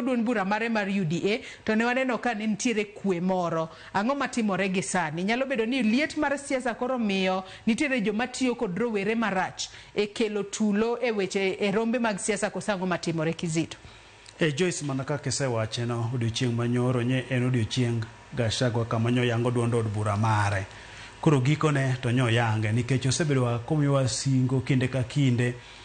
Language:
Luo (Kenya and Tanzania)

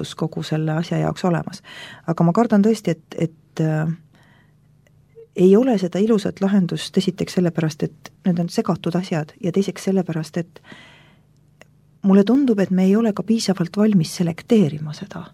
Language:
Estonian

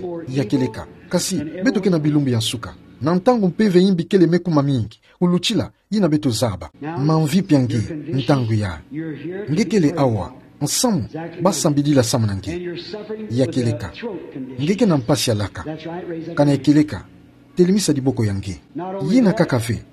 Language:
Kituba (Democratic Republic of Congo)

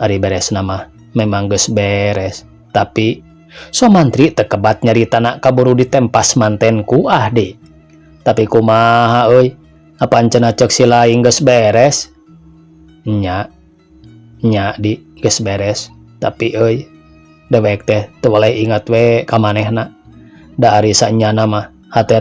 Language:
Sundanese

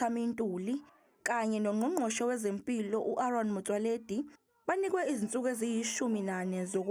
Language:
Zulu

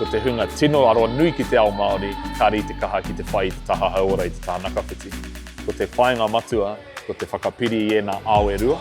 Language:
Māori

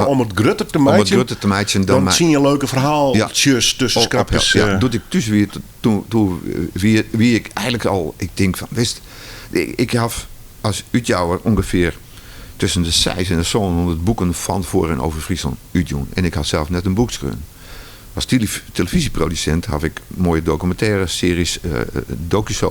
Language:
Western Frisian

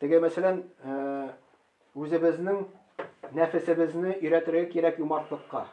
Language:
Tatar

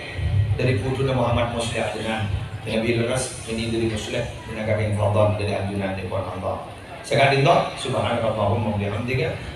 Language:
Madurese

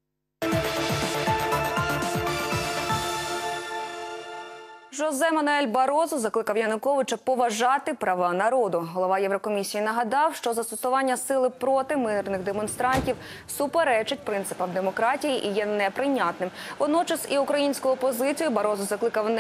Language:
Ukrainian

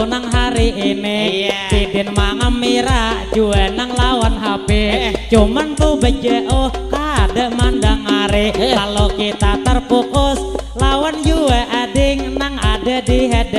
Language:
Banjar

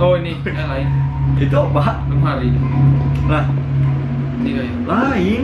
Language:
Banjar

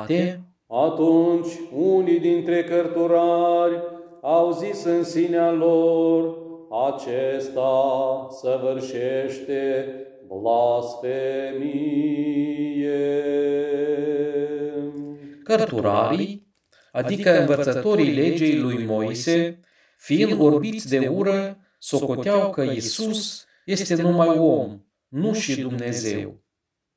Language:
Romanian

